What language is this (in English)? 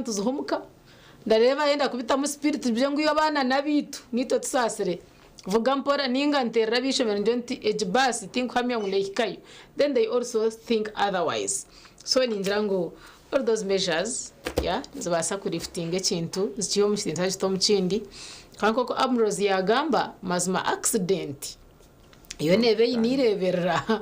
Nyankole